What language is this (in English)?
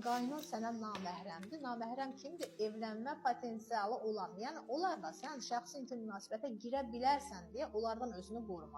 Azerbaijani